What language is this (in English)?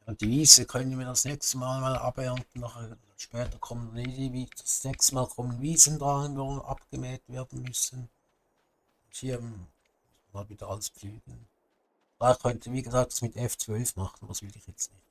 Swiss German